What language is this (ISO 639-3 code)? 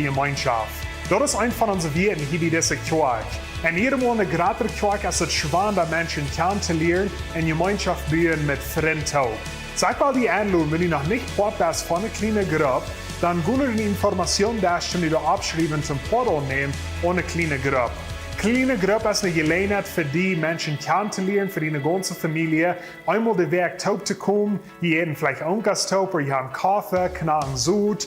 pdt